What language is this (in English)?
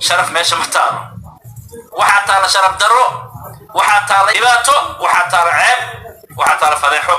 Somali